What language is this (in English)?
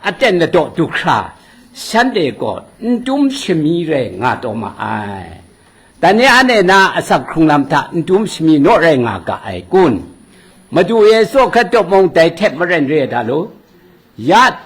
Kachin